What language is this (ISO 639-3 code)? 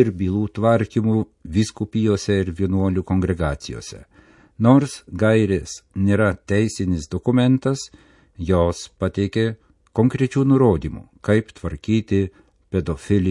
lit